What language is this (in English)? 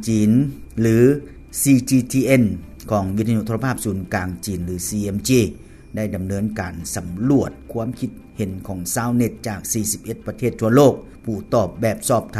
Lao